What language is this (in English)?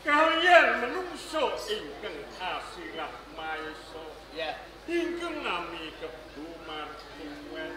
Javanese